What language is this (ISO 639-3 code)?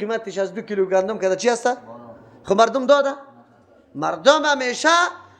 fas